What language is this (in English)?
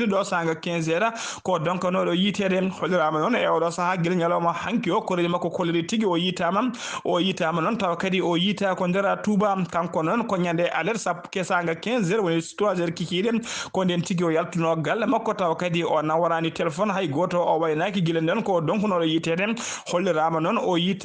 Fula